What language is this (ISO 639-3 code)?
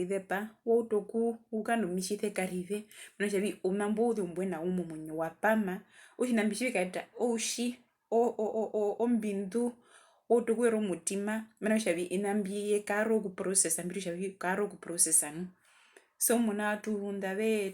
her